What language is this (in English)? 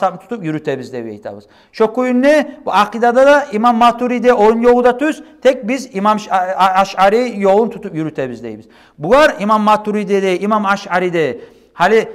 Kumyk